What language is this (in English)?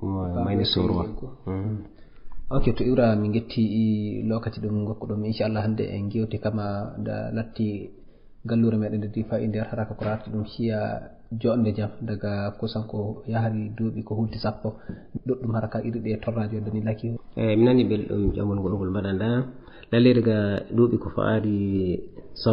Fula